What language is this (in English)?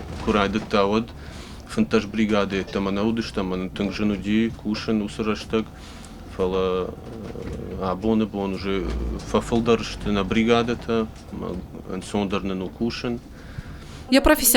Ossetic